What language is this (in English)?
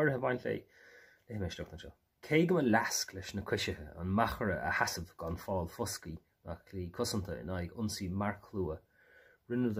Irish